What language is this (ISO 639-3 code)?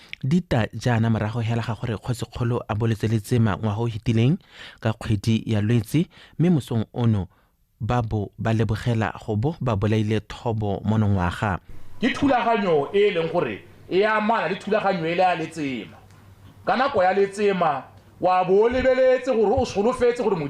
tsn